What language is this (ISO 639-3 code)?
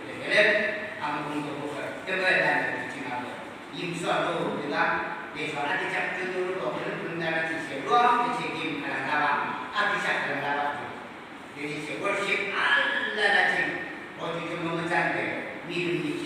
yim